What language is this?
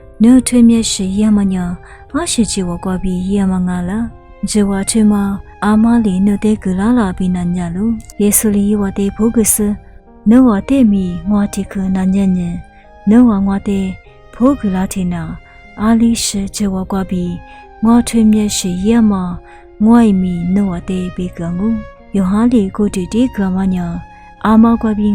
Lisu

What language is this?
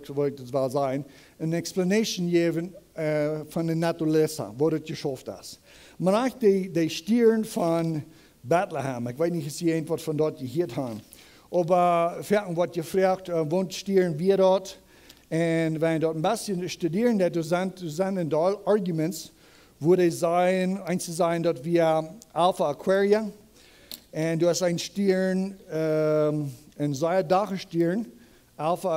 Plautdietsch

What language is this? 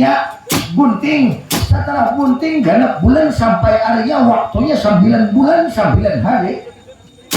Banjar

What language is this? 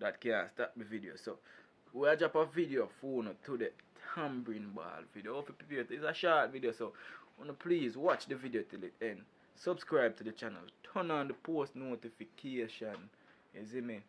Jamaican Creole English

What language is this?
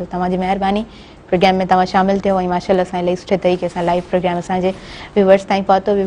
Sindhi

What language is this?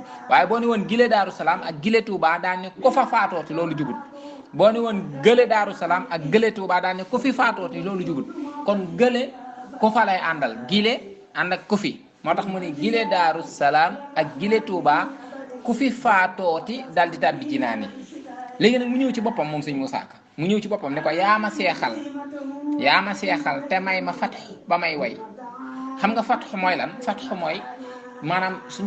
Wolof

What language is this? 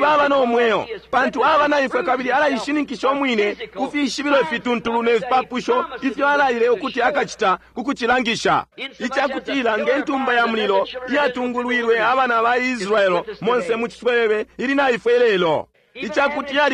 Bemba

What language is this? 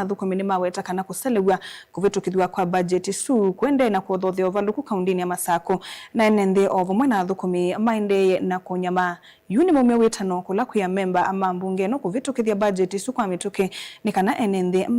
Kamba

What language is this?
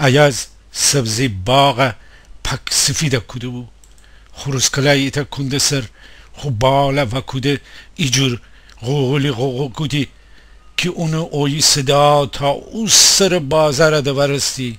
Gilaki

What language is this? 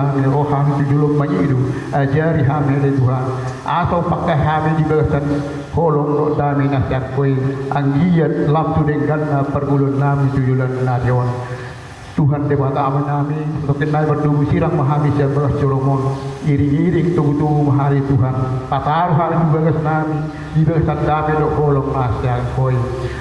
Batak Toba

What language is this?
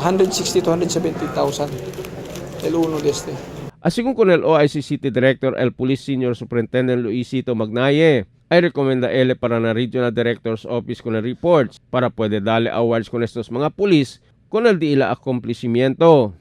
Chavacano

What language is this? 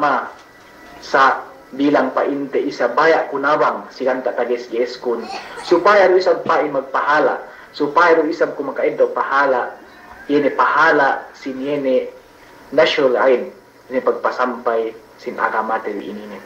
Yakan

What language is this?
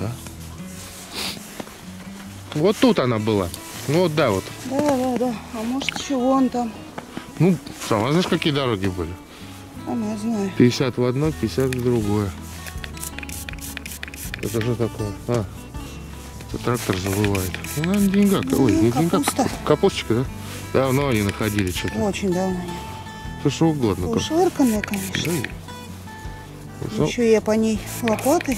Russian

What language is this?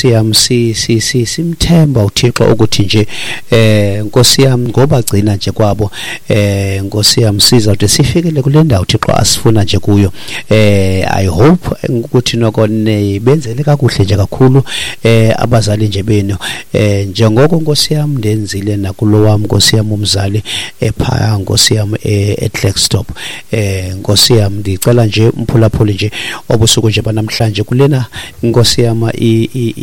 Xhosa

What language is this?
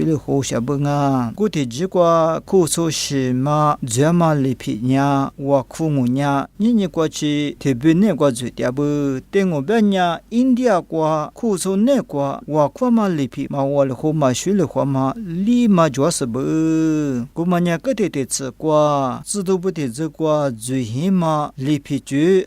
Lisu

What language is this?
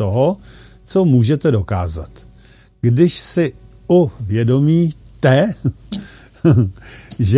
Czech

